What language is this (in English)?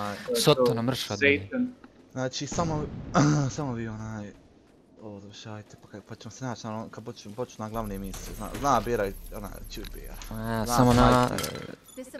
Bosnian